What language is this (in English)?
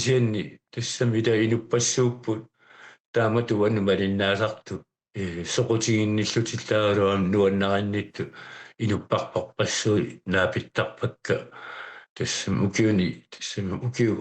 Kalaallisut